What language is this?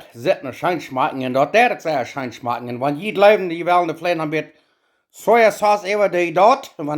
Plautdietsch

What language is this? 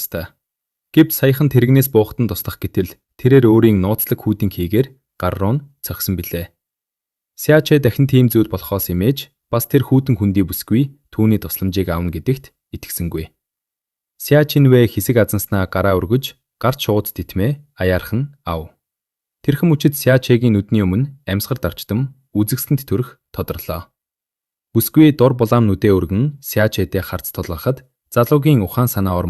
Mongolian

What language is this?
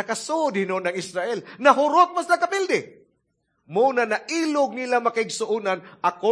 Cebuano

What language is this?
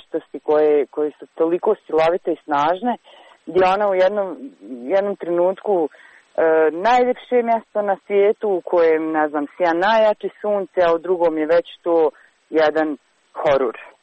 Croatian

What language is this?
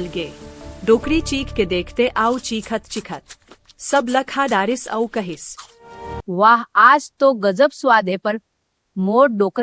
Chhattisgarhi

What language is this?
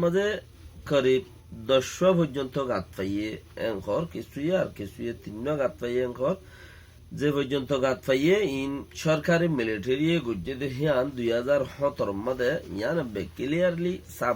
Rohingya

